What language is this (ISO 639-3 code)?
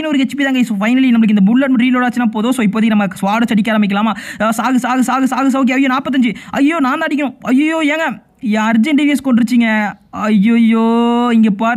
tam